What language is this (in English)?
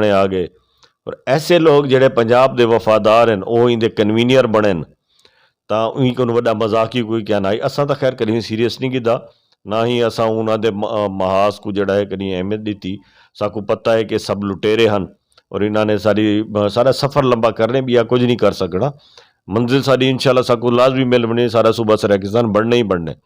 Saraiki